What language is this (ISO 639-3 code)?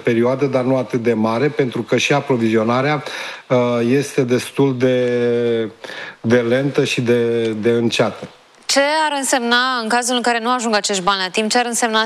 ron